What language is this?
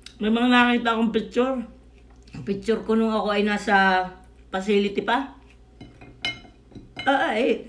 Filipino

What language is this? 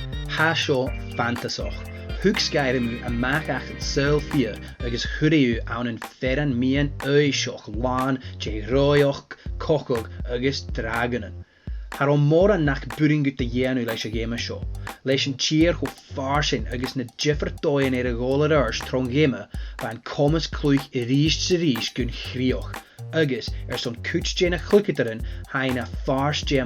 Scottish Gaelic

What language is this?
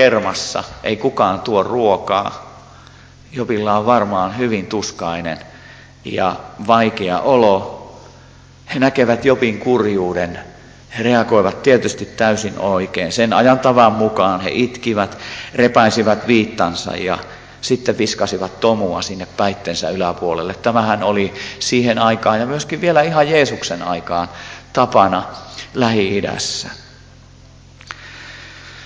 Finnish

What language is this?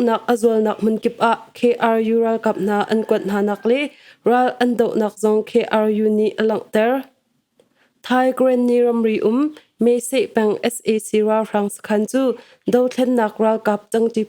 Hakha Chin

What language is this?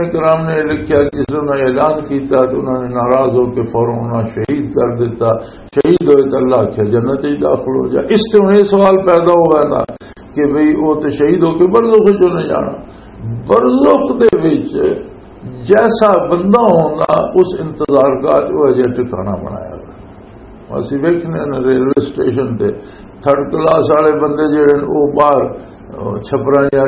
Western Panjabi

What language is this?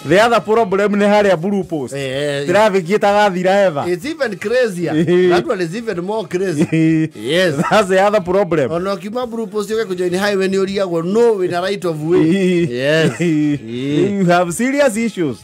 Kikuyu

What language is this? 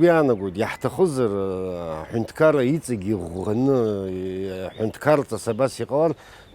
Abkhazian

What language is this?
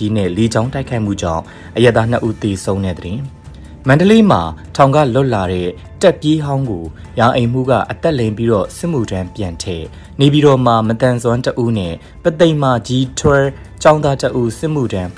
Burmese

